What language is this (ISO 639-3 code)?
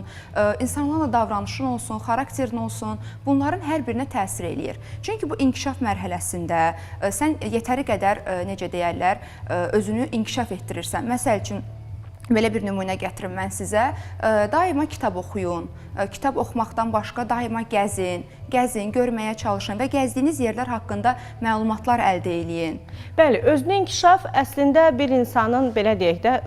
aze